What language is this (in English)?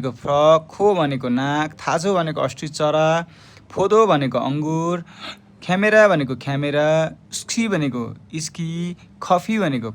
Nepali